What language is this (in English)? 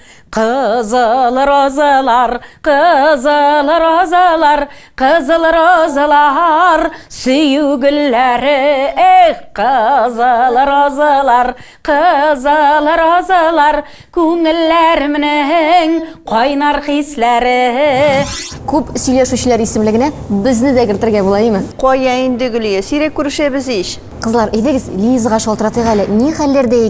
Tatar